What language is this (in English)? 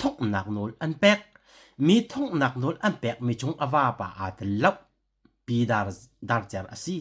Hakha Chin